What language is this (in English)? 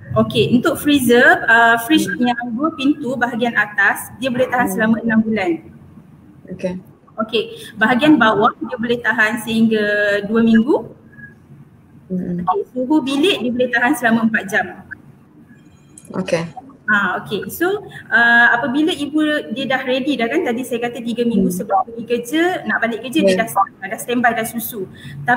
Malay